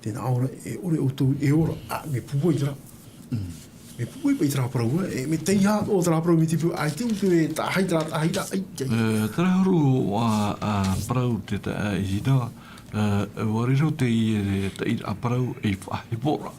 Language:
Tahitian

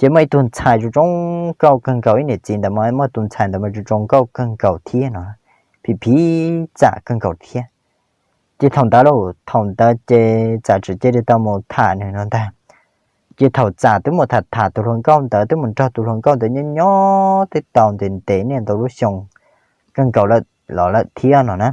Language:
Hmong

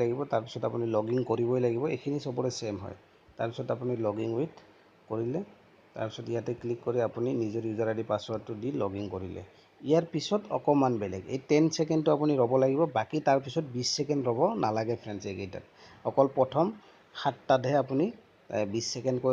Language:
Assamese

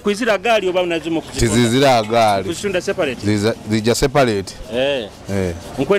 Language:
Nyoro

